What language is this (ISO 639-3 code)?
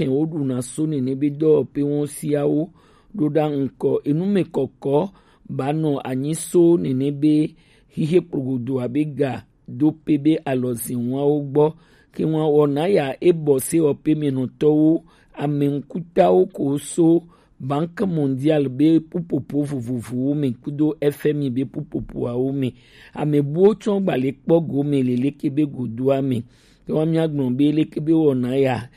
gej